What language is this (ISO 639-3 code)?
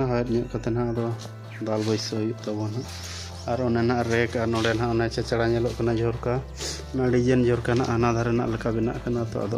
sat